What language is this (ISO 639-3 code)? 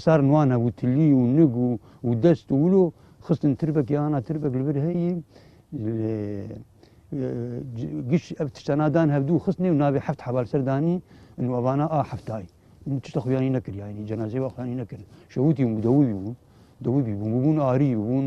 kur